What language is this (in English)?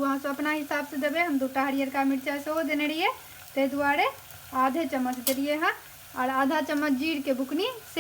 Maithili